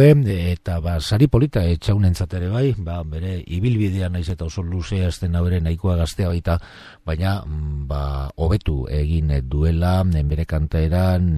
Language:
Basque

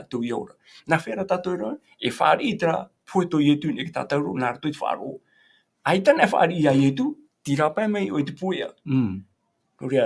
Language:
Tahitian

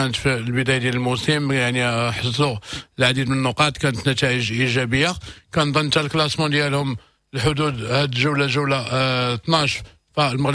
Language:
Moroccan Arabic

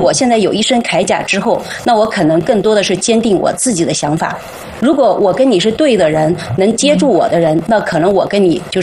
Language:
Chinese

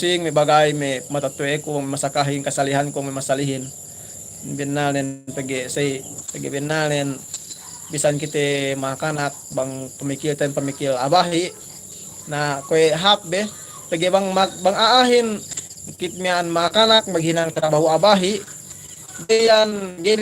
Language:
Yakan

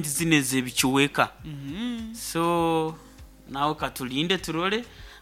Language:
Nyoro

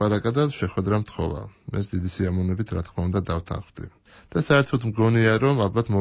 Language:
Georgian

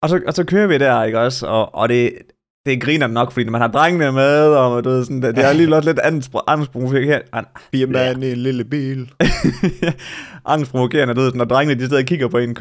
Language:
Danish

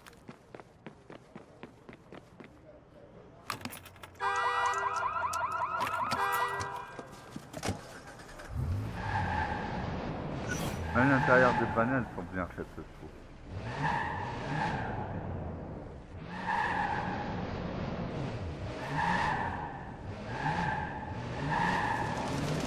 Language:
French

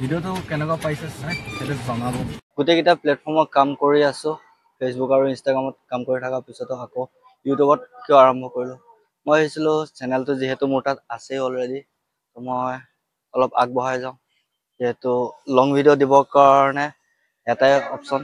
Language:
Assamese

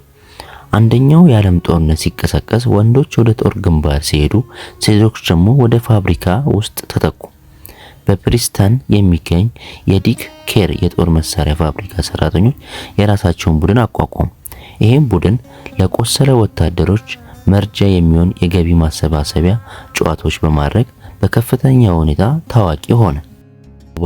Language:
Amharic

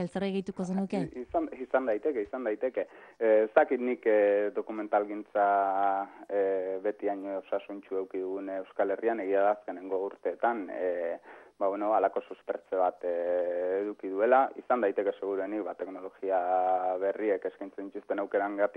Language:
Basque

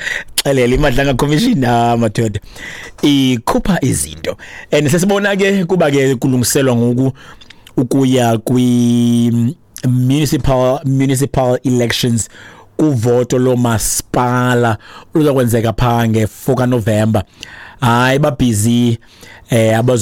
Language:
Xhosa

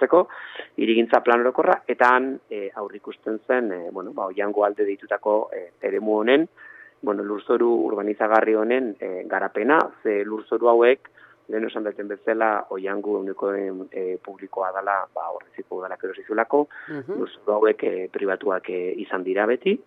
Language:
Basque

